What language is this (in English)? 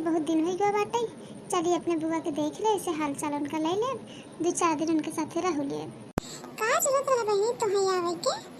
Awadhi